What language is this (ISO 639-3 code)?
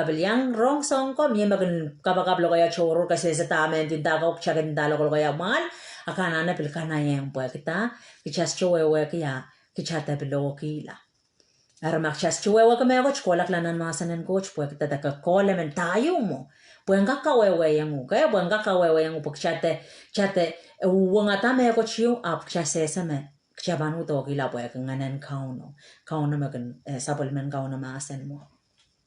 pon